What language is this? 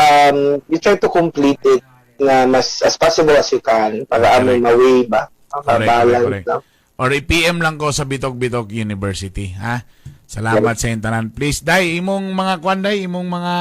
Cebuano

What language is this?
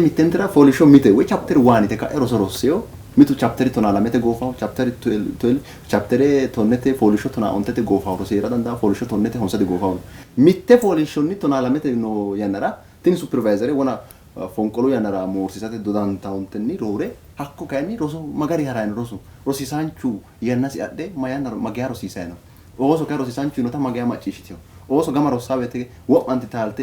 Sidamo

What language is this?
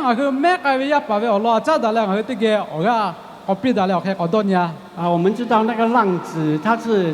Lahu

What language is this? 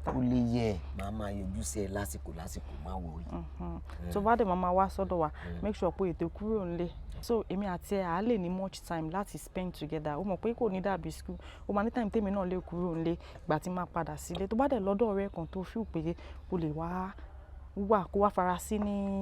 Yoruba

